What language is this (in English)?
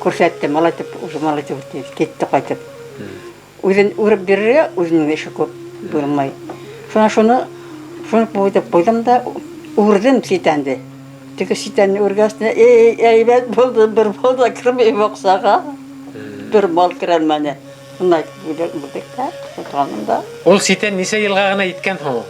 Bashkir